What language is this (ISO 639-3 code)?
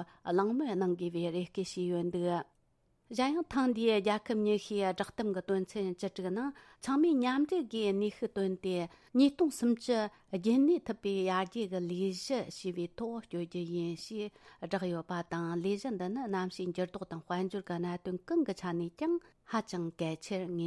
bod